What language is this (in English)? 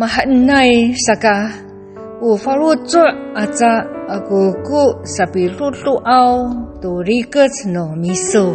Amis